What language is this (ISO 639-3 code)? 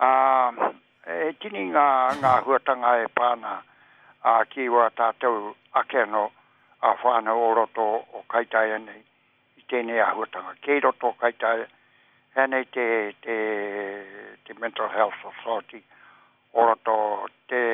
mri